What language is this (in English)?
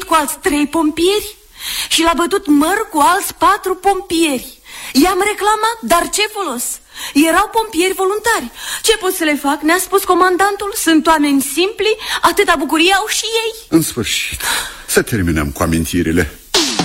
Romanian